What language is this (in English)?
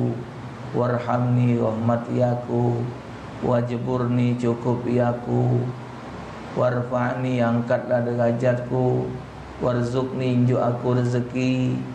Musi